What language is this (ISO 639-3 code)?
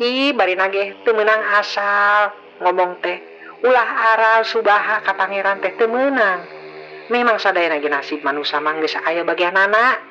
sun